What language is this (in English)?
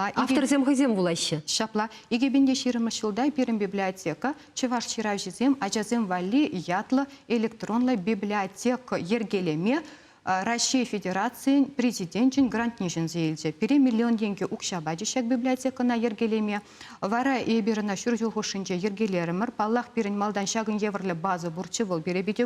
Chuvash